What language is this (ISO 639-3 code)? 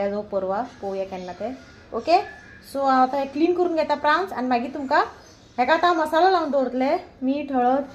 kok